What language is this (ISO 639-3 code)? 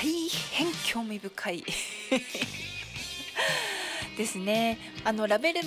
jpn